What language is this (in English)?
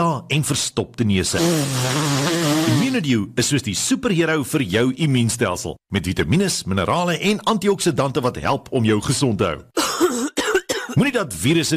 Afrikaans